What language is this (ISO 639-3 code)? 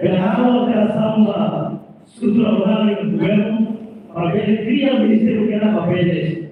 tet